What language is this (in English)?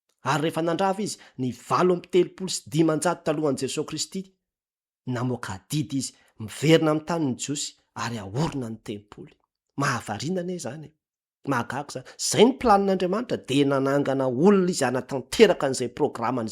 Malagasy